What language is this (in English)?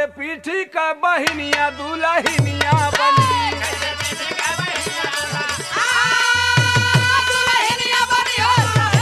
Bhojpuri